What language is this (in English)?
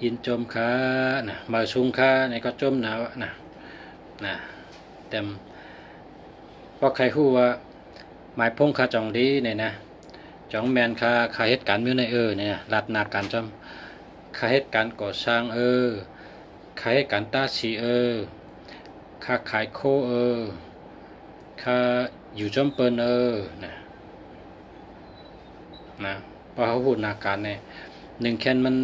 Shan